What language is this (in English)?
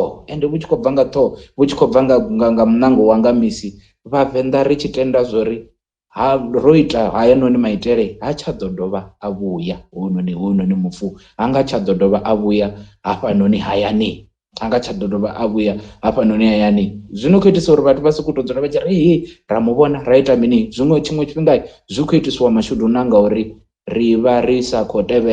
Venda